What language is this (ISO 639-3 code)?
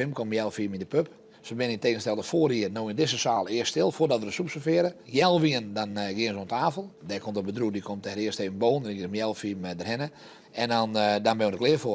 fry